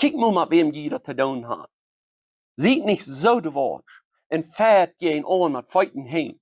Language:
Plautdietsch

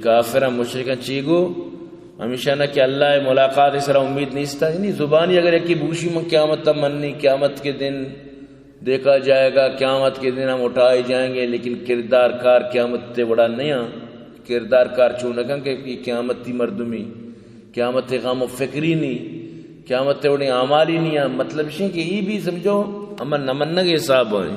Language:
Baluchi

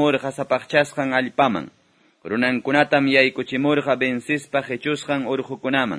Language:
Quechua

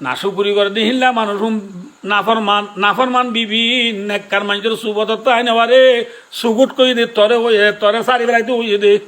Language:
Rohingya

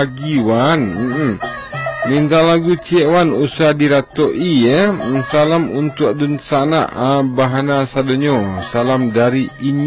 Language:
Minangkabau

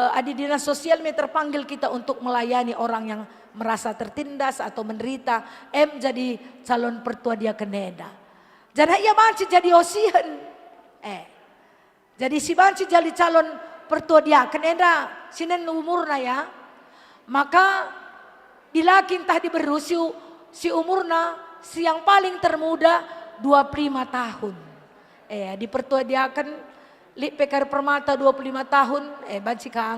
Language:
Batak Karo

